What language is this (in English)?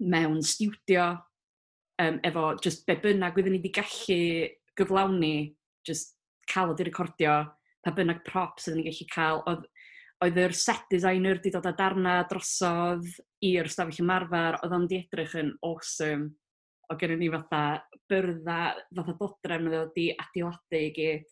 Welsh